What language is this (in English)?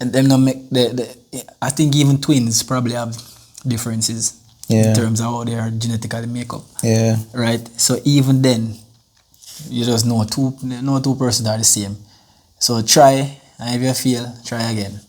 Jamaican Creole English